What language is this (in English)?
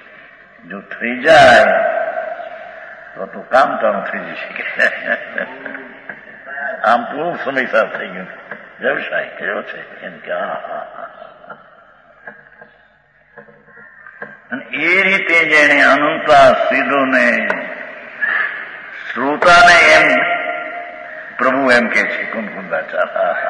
Gujarati